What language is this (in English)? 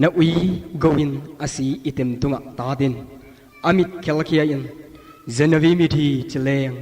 Tedim Chin